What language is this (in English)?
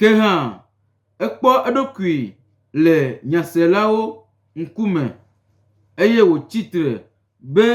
Gen